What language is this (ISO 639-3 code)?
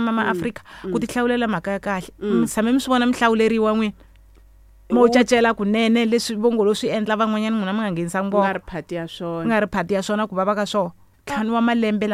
tso